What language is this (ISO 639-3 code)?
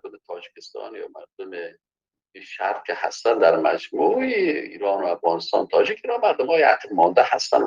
fas